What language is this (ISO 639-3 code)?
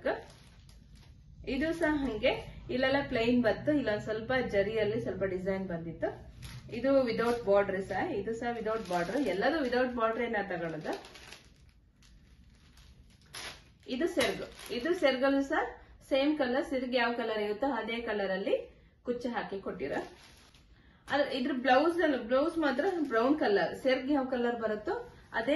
kan